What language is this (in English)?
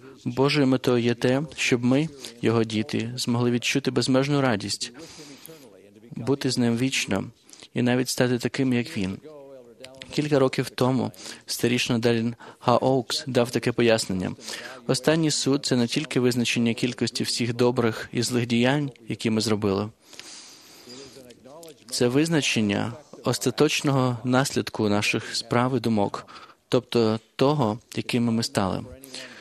Ukrainian